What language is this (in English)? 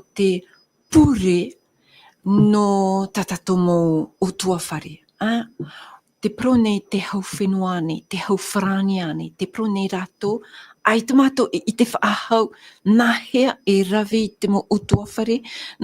Tahitian